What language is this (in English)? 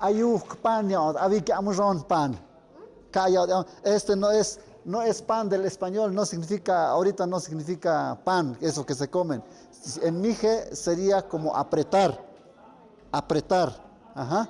Tlahuitoltepec Mixe